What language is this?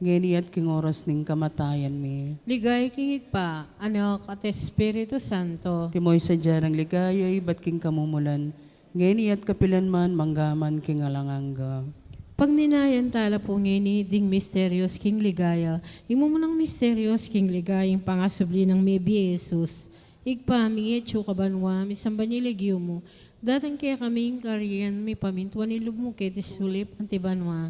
Pampanga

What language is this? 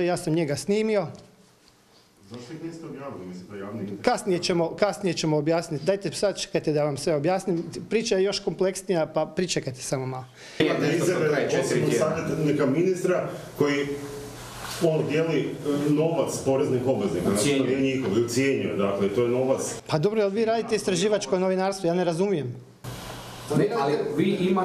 Croatian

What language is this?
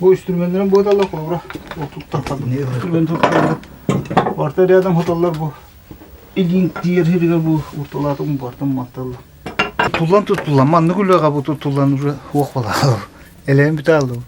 Yakut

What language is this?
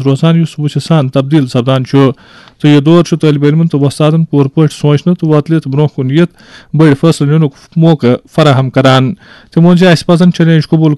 Kashmiri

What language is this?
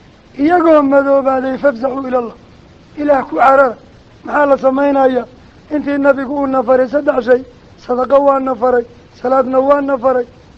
Somali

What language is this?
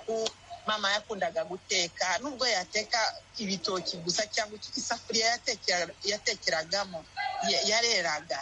Kinyarwanda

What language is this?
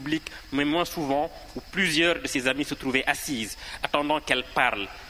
French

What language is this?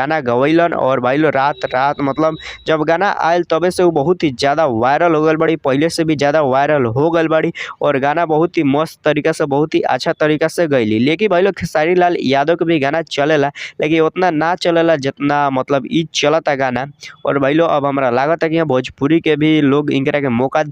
Bhojpuri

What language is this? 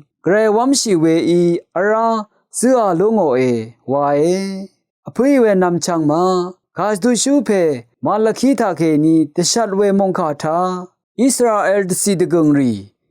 Rawang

